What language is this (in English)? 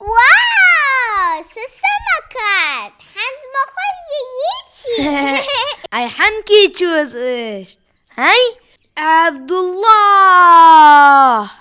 Ingush